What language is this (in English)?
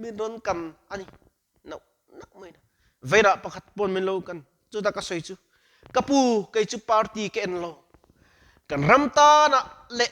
Mizo